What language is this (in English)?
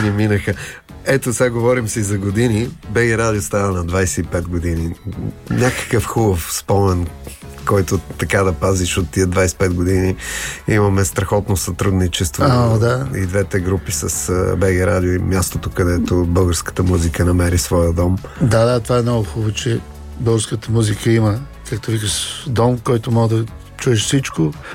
Bulgarian